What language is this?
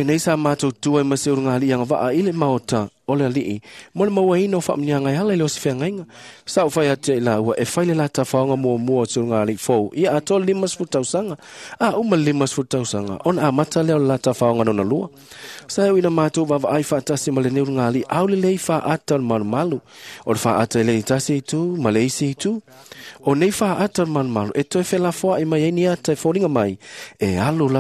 Samoan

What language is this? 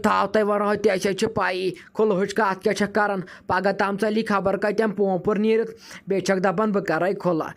Kashmiri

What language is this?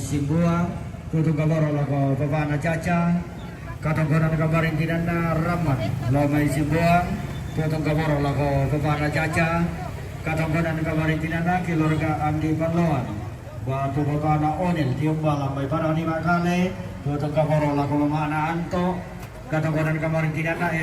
Toraja-Sa'dan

